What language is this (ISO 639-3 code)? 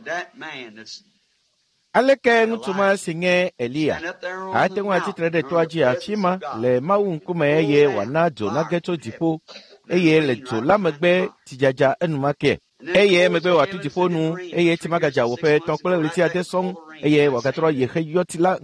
ewe